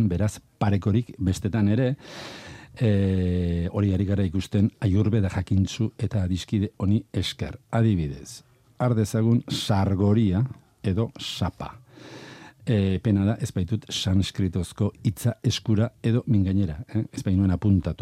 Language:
Basque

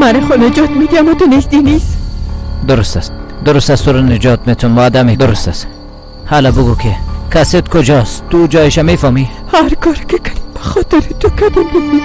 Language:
Persian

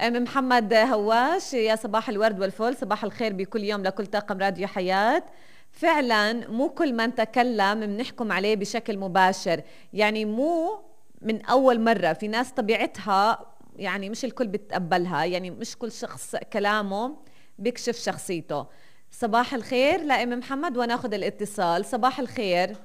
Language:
North Levantine Arabic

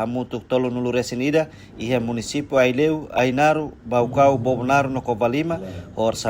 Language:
Tetum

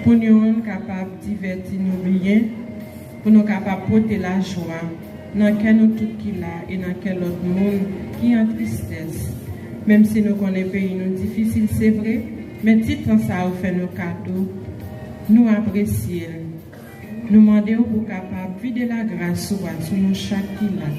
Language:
Haitian Creole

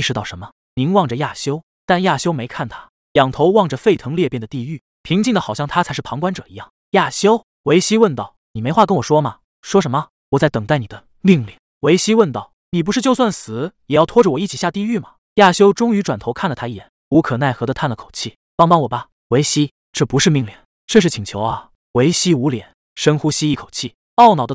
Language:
Chinese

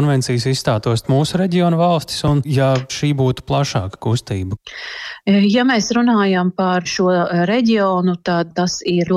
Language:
Latvian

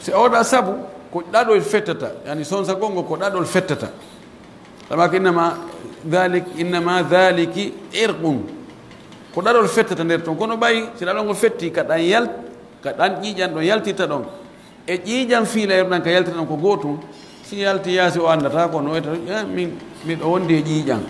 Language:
Pular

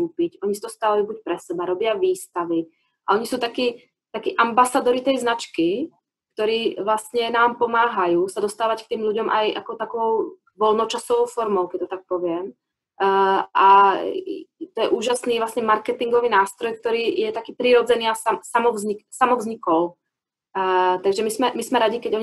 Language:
Slovak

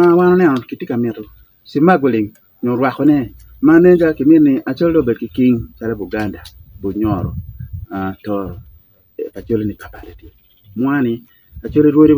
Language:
Acoli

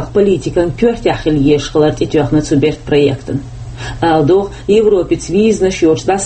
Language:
Chechen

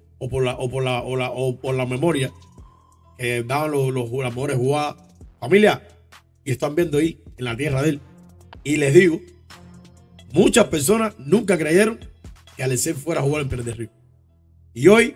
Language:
Spanish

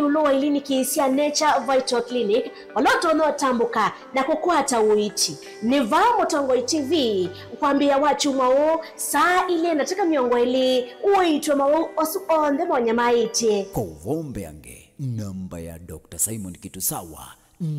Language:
Kamba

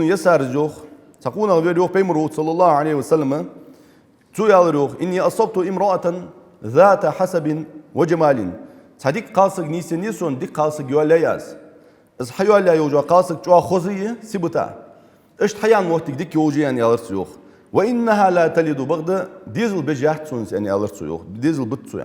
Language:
Ingush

